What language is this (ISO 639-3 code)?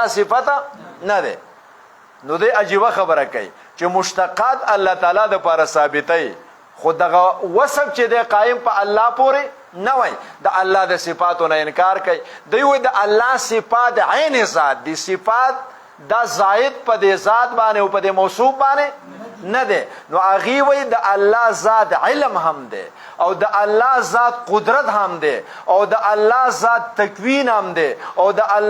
pus